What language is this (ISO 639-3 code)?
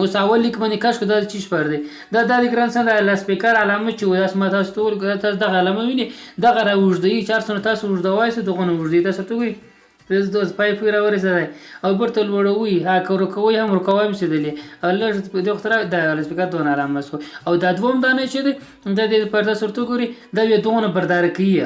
pus